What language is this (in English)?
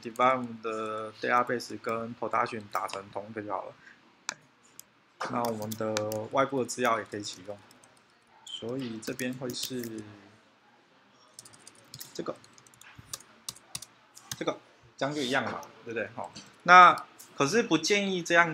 Chinese